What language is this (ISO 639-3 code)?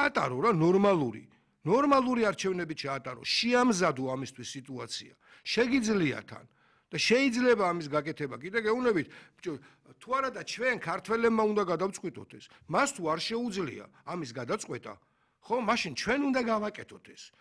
kat